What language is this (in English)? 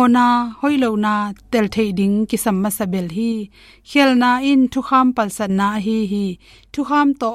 Tedim Chin